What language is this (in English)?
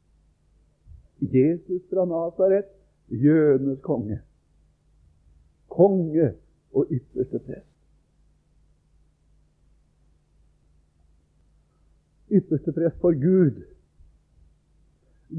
Norwegian